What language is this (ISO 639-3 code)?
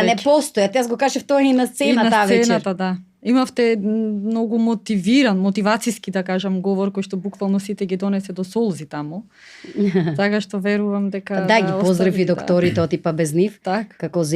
mkd